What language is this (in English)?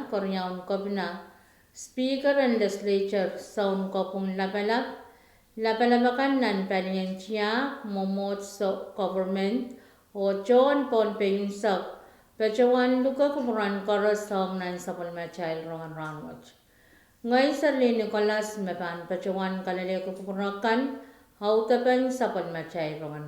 Pohnpeian